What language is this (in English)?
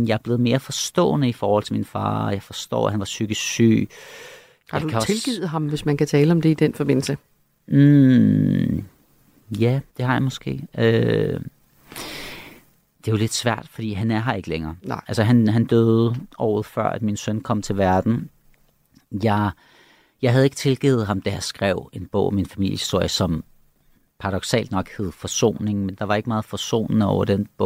Danish